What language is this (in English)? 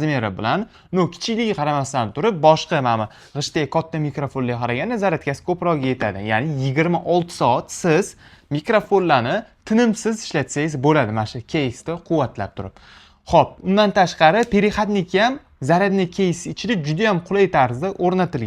Uzbek